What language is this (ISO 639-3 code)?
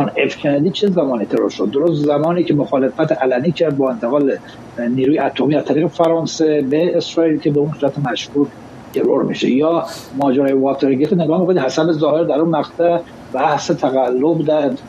fas